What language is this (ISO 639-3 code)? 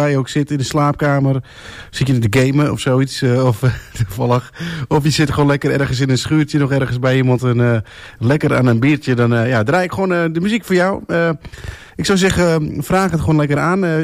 nld